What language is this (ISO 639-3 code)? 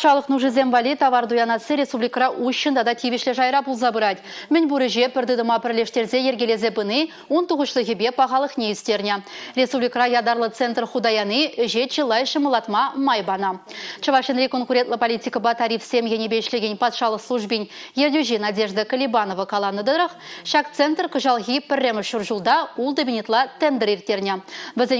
chv